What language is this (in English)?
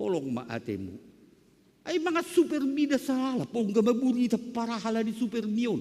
Batak Simalungun